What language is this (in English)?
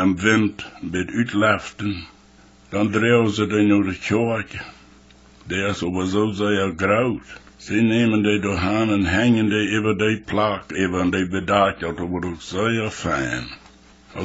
Plautdietsch